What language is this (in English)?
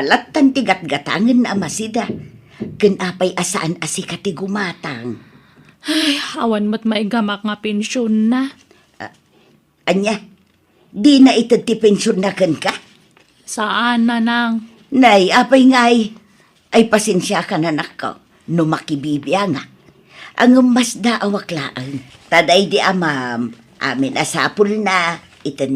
Iloko